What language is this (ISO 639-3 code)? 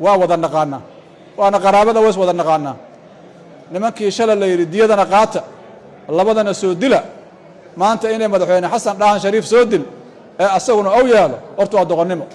som